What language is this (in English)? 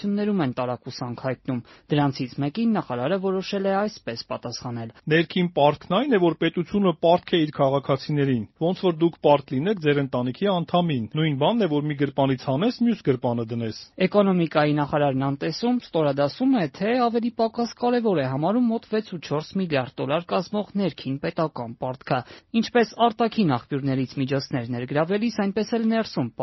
Armenian